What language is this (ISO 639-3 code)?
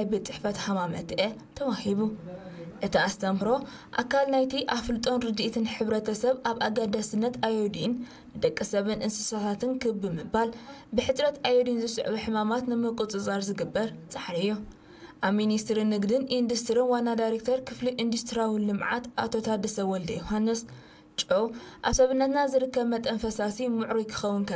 tir